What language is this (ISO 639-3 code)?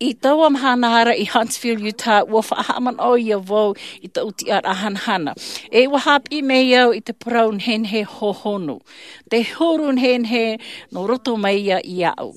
tah